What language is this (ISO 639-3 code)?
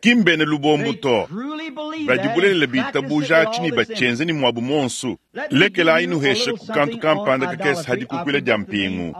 lua